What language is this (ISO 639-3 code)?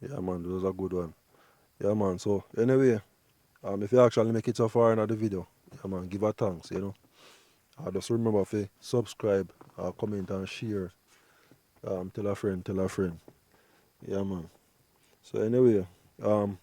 jam